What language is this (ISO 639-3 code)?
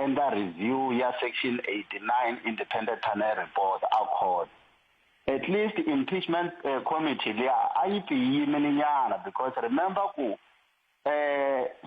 tso